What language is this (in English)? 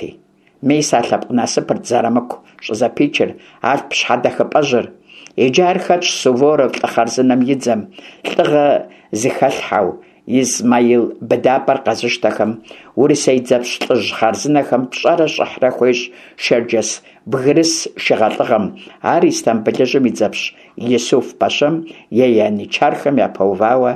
Kabardian